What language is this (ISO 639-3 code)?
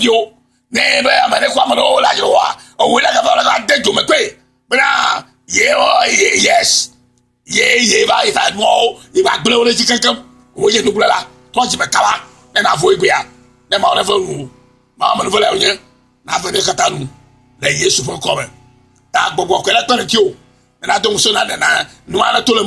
ewe